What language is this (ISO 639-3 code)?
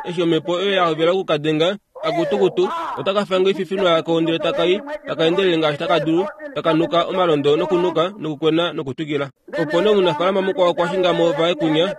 kua